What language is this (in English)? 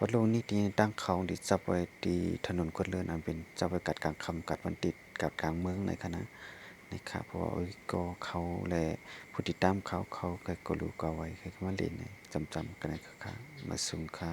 Shan